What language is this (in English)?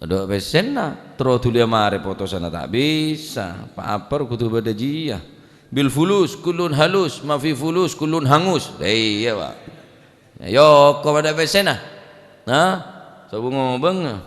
Madurese